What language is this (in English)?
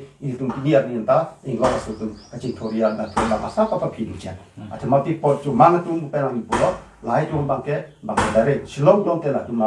Karbi